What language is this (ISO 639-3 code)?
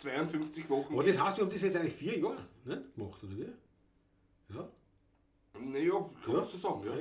bar